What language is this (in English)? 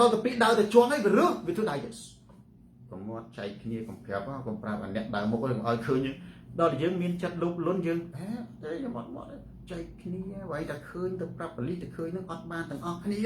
Khmer